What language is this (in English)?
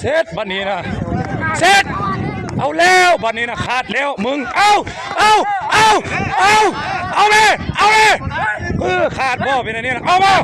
Lao